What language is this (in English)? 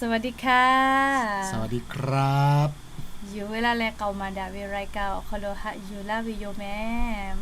Lahu